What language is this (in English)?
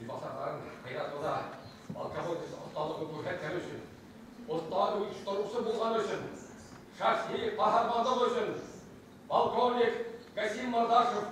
Bashkir